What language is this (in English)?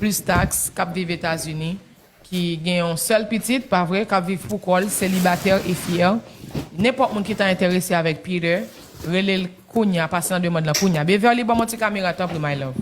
Haitian Creole